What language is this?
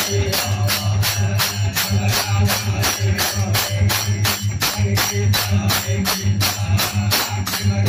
Bhojpuri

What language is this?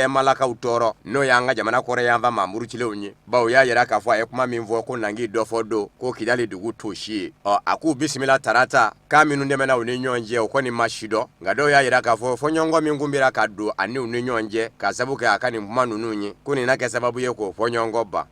Bambara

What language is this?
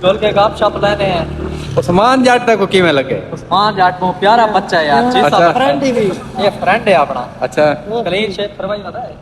Saraiki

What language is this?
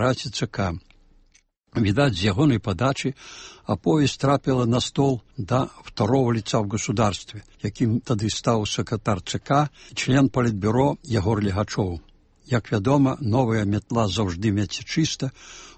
Belarusian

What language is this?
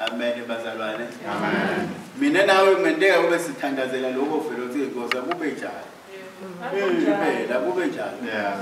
Swati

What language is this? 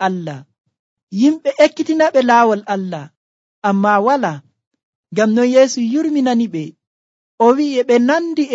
Nigerian Fulfulde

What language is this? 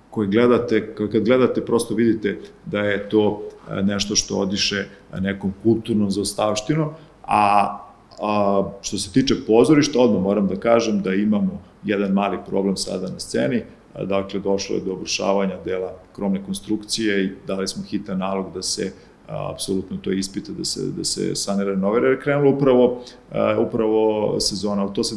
Serbian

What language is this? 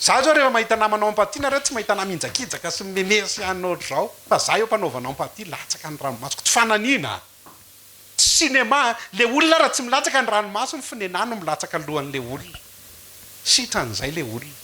Malagasy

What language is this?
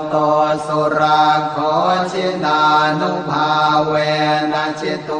Pali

